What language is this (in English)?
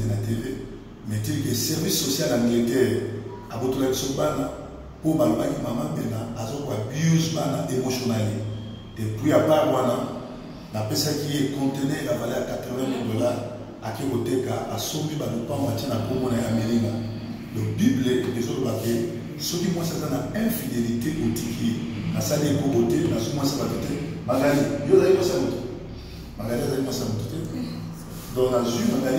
Lingala